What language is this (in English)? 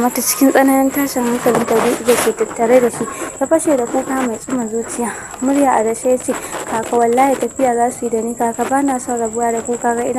Hausa